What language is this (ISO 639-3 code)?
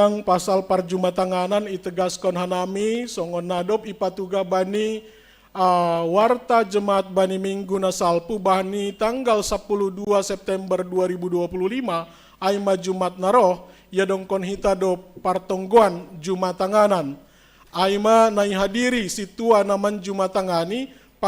bts